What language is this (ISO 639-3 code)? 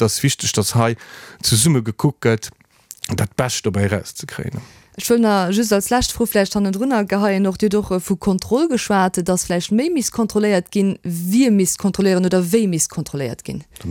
ltz